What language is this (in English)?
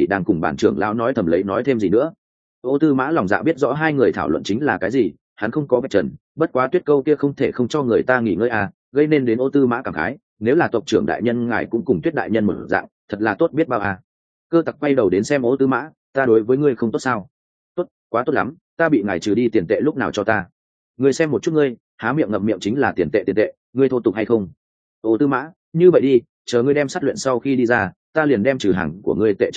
Vietnamese